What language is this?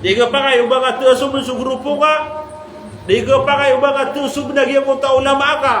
Maranao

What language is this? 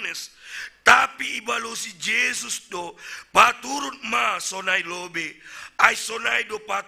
Batak Simalungun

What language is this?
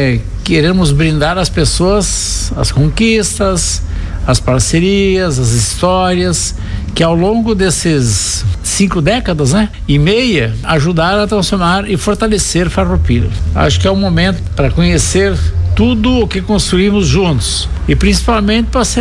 Portuguese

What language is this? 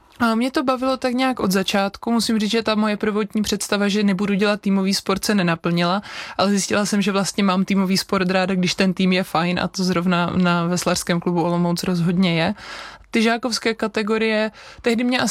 Czech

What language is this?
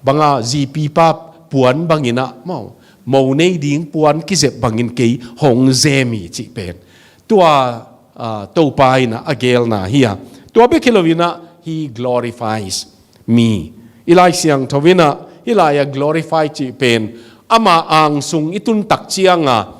Tedim Chin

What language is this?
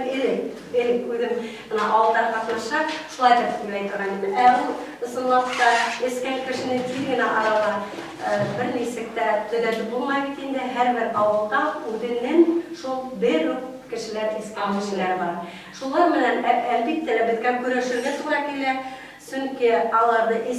Bashkir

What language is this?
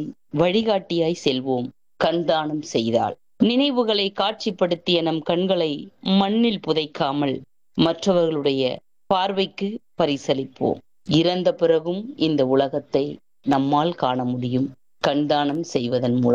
Tamil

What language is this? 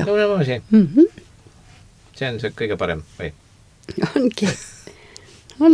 Estonian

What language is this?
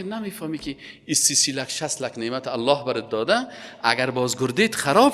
Persian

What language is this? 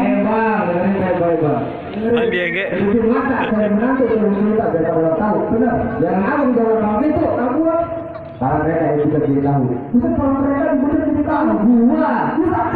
Betawi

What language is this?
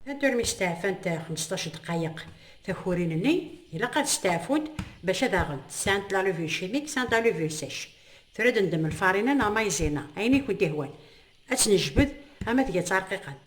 Kabyle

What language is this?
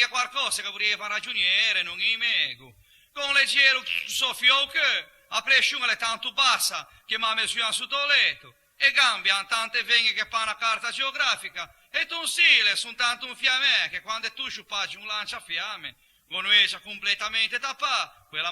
Ligurian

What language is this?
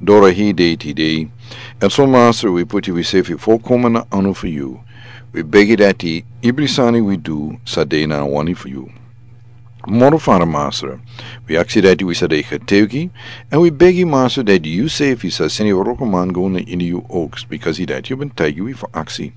Sranan Tongo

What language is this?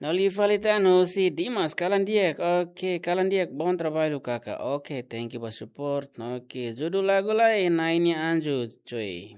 Tetum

